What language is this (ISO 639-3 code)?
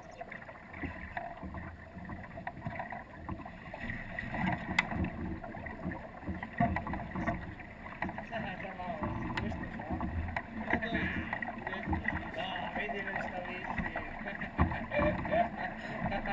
hrv